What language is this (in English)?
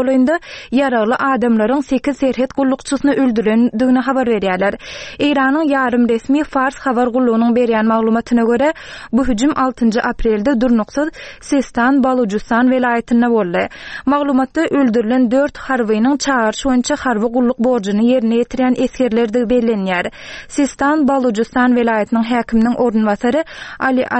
Turkmen